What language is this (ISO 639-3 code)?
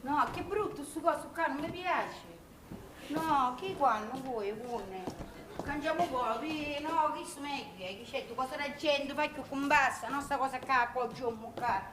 scn